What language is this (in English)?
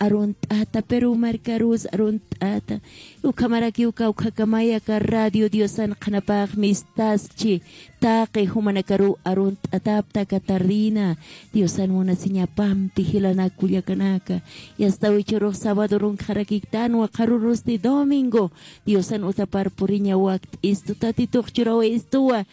Aymara